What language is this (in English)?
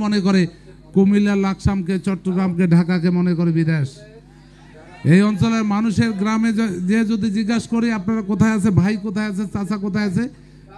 Bangla